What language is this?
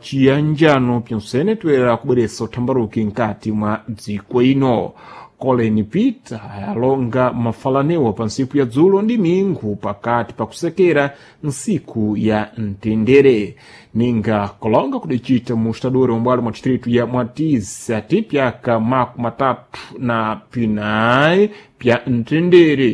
Sena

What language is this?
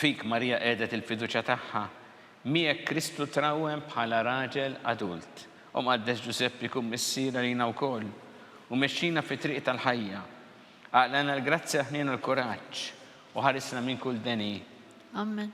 Maltese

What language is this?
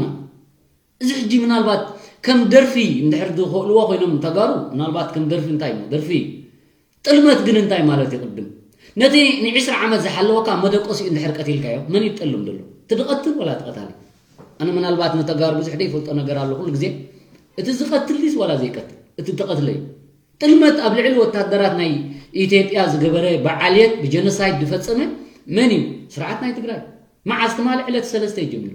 Tigrinya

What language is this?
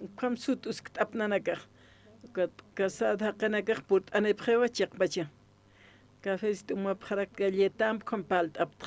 Aymara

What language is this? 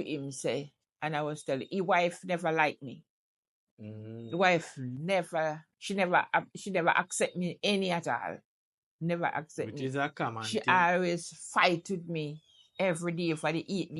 Jamaican Creole English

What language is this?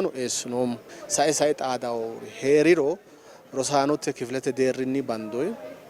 Sidamo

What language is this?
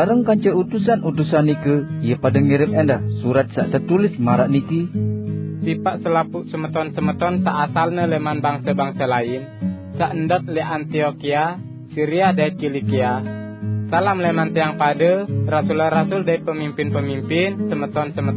Sasak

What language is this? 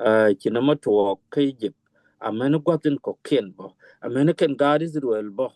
Nuer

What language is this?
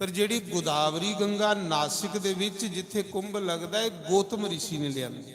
Dogri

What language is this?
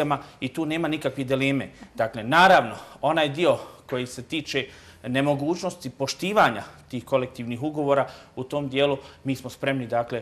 Bosnian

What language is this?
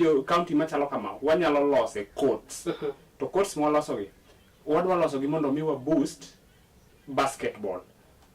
Luo (Kenya and Tanzania)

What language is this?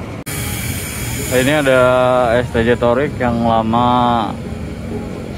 Indonesian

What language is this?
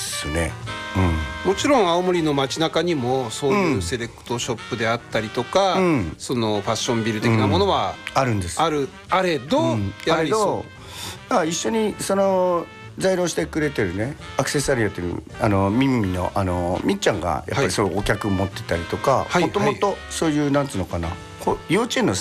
Japanese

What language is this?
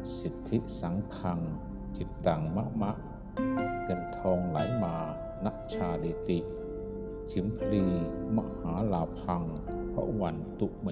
Pali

